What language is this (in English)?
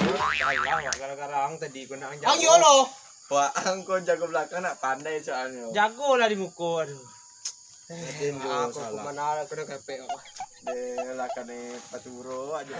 Minangkabau